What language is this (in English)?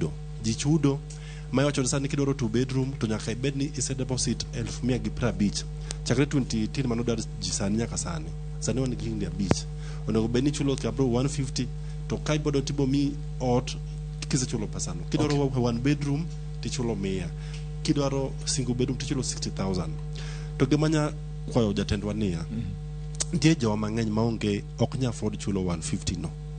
Luo (Kenya and Tanzania)